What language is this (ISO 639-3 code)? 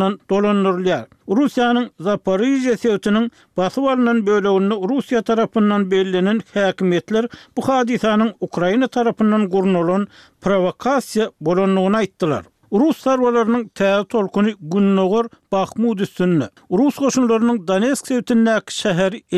tuk